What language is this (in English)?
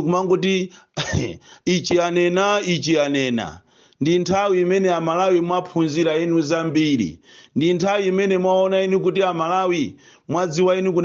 Nyanja